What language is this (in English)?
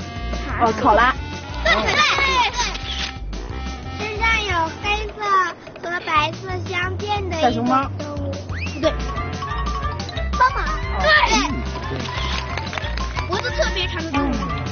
Chinese